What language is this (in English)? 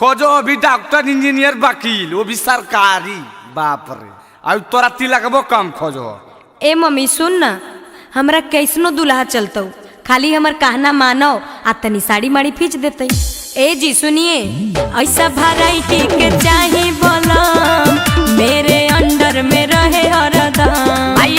Magahi